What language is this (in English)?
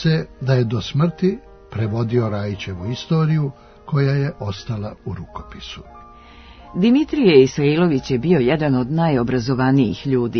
Serbian